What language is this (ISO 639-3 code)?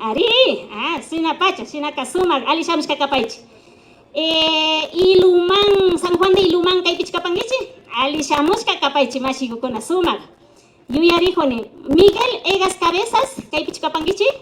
qvi